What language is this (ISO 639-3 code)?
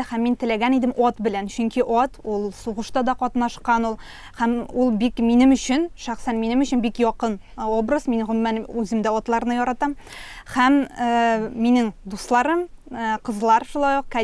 tat